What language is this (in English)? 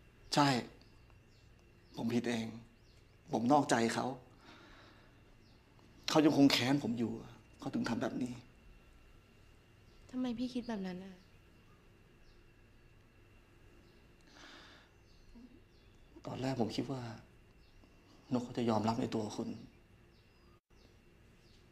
Thai